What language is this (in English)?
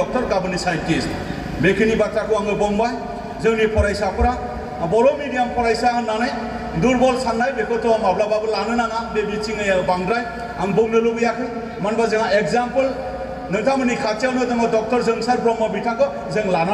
Bodo